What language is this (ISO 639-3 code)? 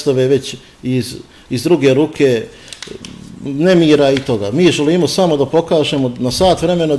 bos